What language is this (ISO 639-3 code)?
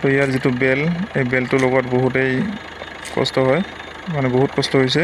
asm